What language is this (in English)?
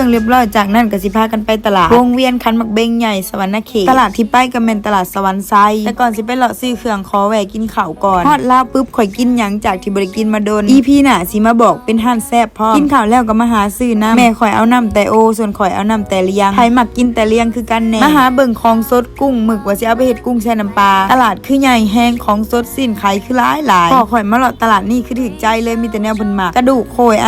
Lao